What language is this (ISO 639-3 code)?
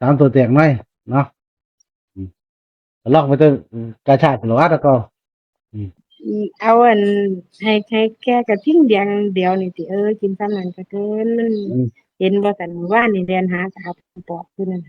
tts